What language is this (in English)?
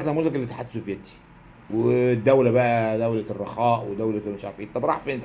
Egyptian Arabic